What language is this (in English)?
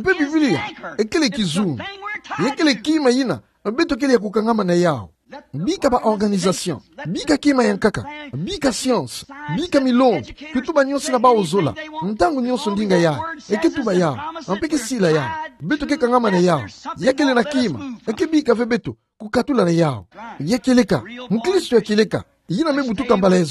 Kituba (Democratic Republic of Congo)